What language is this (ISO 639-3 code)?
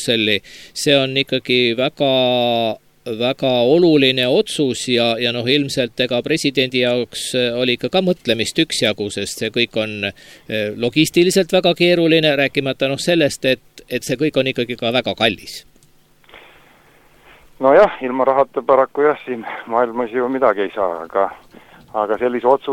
est